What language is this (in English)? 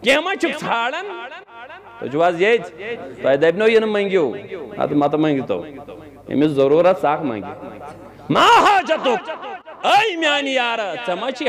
Kashmiri